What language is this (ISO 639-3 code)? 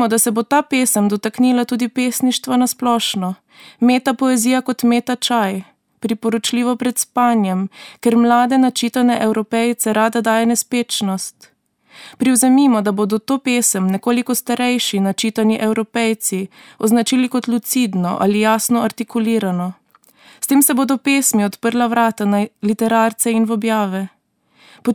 slv